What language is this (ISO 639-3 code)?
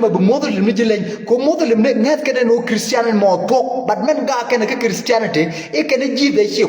nus